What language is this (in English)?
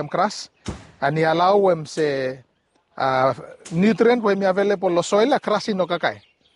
Bislama